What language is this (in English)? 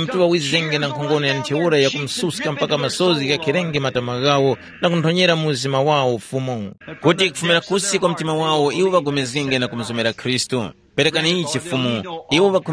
Tumbuka